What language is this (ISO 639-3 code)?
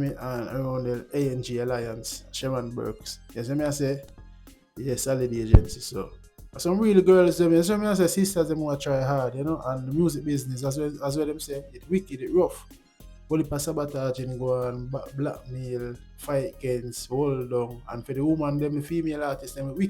jam